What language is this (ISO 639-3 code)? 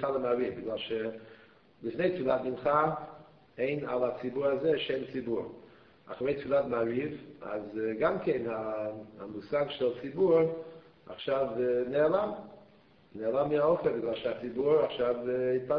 heb